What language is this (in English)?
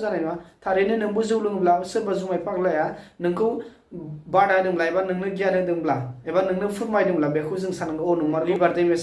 Bodo